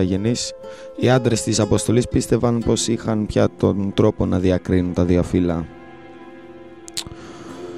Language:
Greek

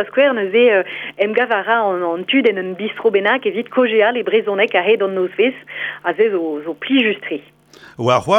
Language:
Breton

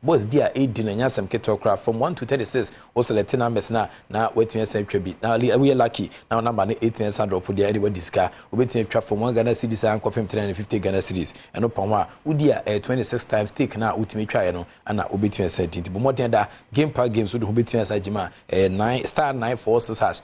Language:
Akan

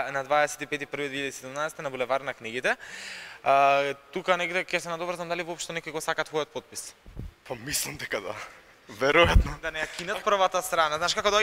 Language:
Macedonian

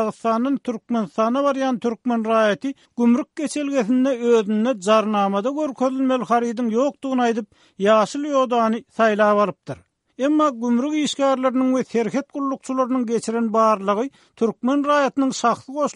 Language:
Turkmen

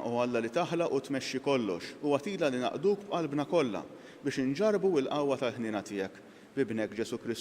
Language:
Maltese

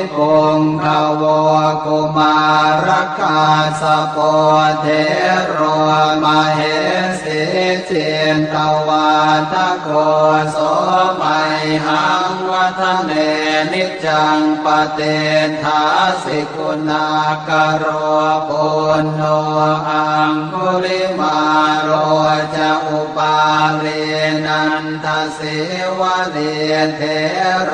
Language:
Pali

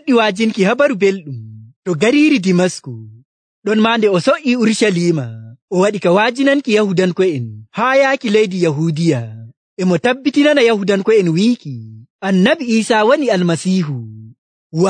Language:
Nigerian Fulfulde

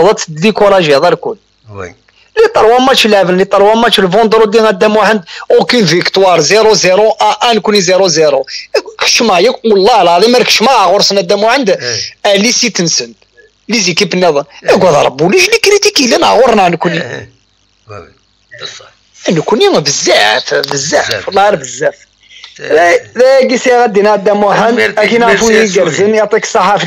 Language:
Kabyle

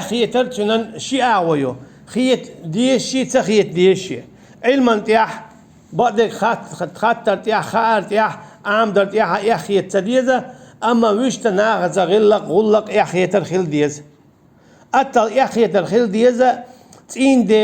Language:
Chechen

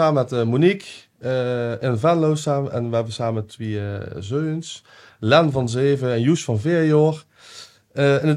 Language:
Limburgish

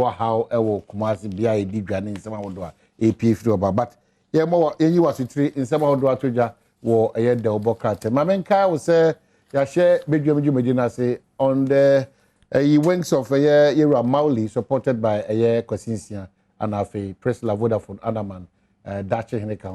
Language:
Akan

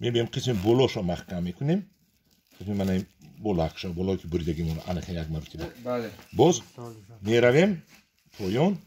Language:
Tajik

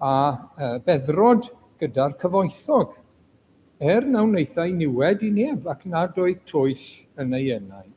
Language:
Welsh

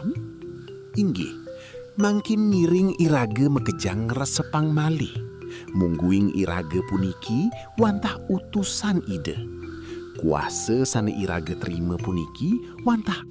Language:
Balinese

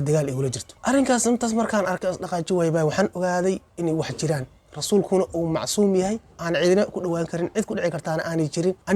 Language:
Somali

